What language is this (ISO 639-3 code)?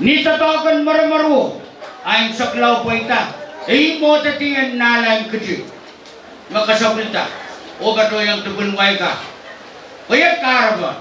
pon